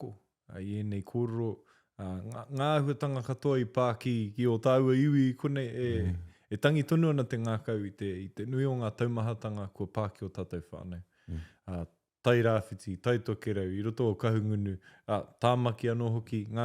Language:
Māori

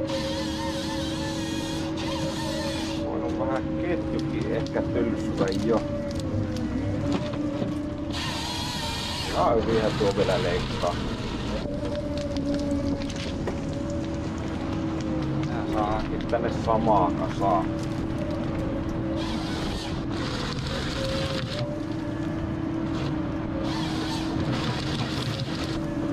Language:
Finnish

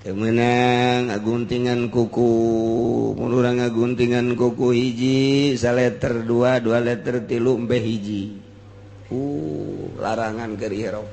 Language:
Sundanese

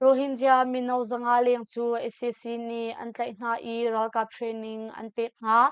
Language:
Hakha Chin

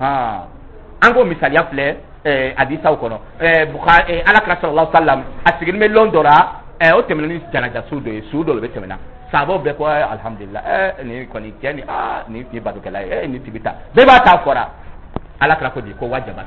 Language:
Dyula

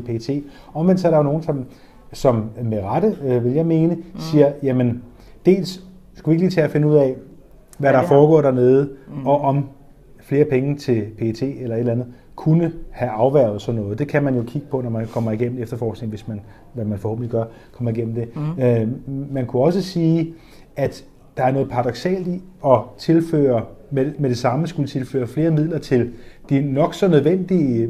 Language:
Danish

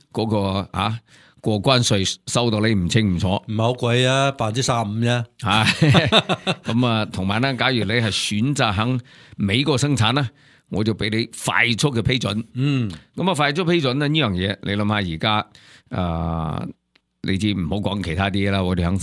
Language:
Cantonese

